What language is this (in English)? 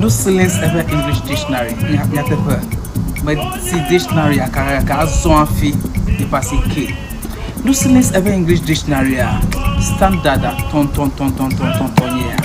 Ewe